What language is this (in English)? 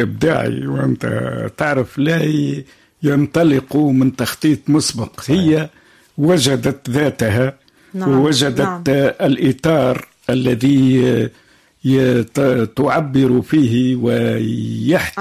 Tunisian Arabic